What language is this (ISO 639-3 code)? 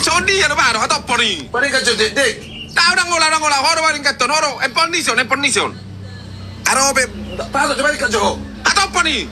bbc